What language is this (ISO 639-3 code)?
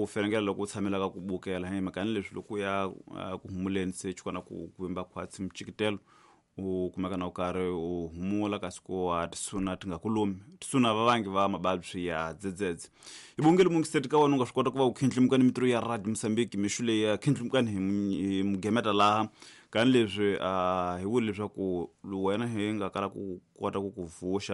tso